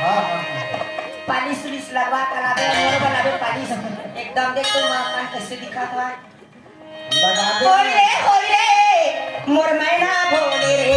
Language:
Chhattisgarhi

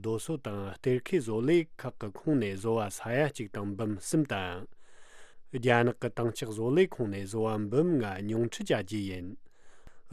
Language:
Tibetan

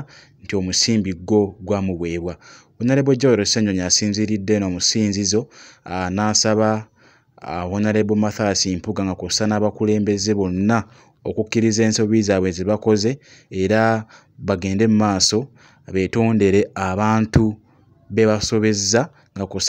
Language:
Ganda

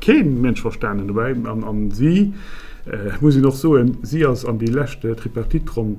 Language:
Luxembourgish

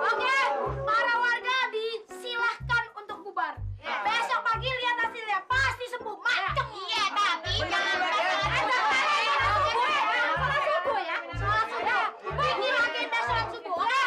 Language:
Betawi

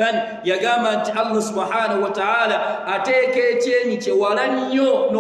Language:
Ganda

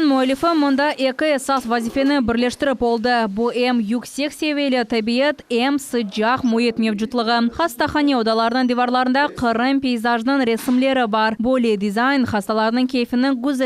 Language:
Crimean Tatar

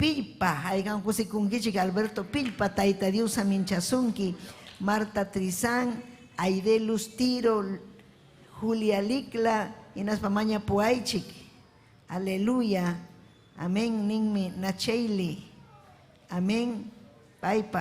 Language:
Ayacucho Quechua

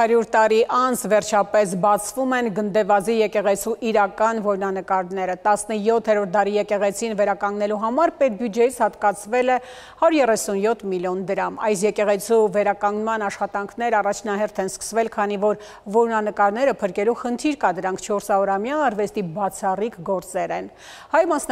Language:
Armenian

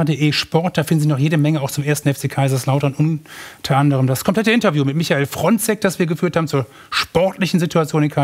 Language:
German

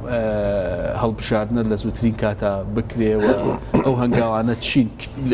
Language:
Central Kurdish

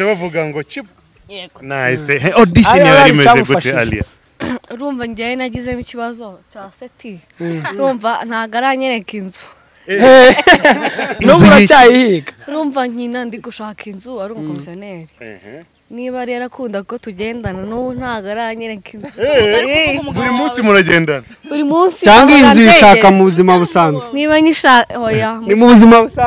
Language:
Kinyarwanda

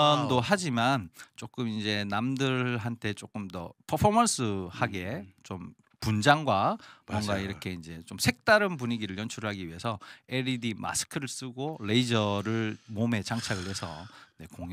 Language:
Korean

